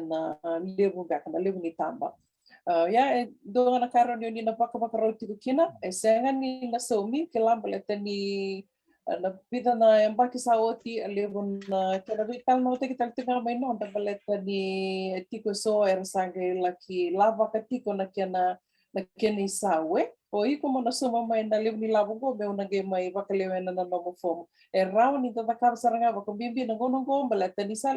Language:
Fijian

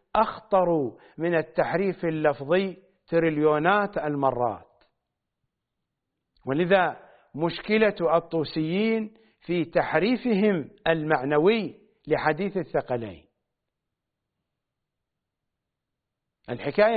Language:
Arabic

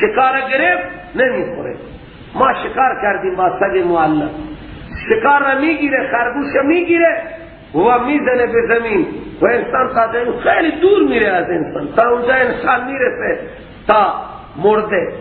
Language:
Persian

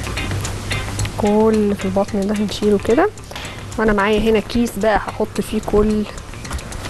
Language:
Egyptian Arabic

